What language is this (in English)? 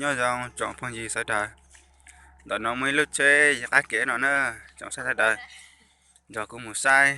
Hmong